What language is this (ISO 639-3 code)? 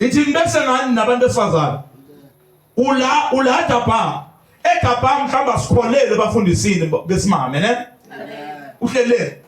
zul